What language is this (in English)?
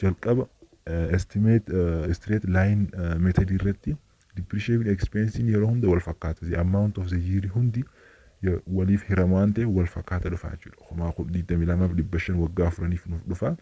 Oromo